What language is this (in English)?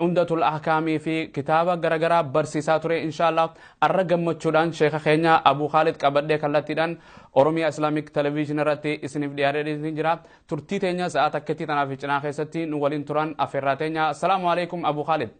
Oromo